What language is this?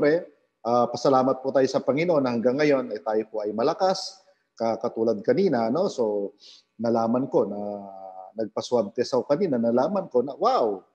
Filipino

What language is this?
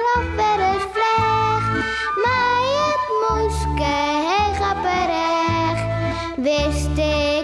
Western Frisian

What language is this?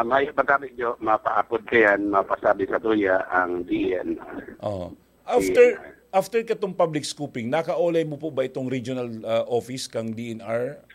Bikol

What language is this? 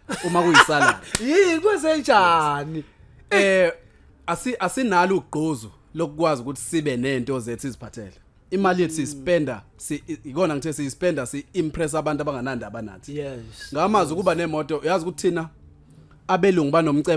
Zulu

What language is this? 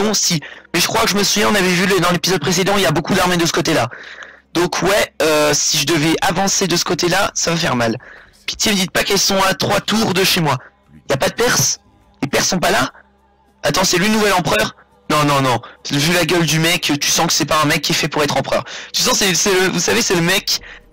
French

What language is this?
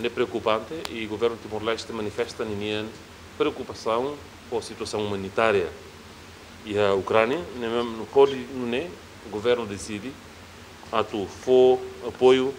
Tetum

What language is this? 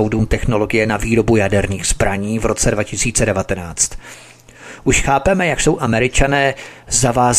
Czech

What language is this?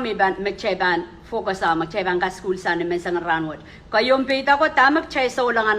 Pohnpeian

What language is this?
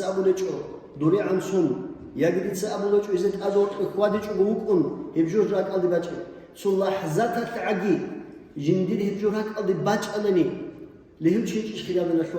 Avaric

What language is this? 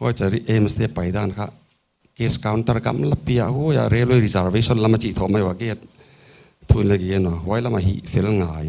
Paite Chin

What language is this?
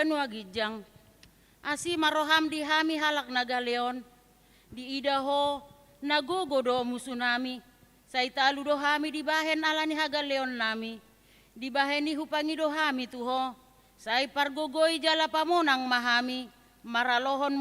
Batak Toba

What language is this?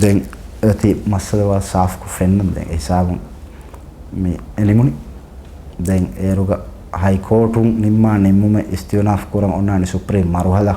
Divehi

